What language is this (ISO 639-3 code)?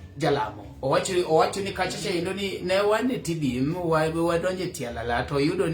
luo